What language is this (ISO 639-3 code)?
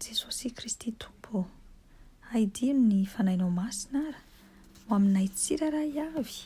mlg